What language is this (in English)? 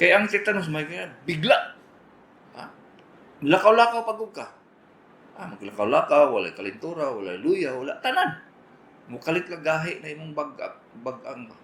Cebuano